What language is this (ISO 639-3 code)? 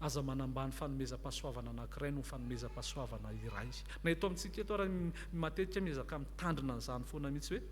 mlg